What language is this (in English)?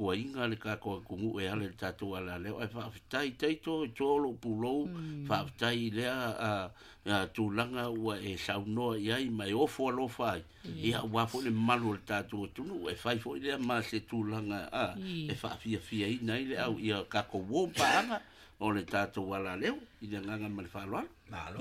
Samoan